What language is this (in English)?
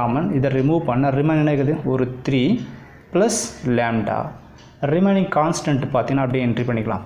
Tamil